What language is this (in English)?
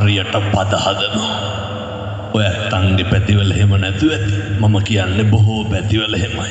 Sinhala